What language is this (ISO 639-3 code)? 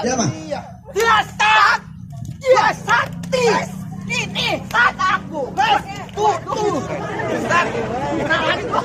bew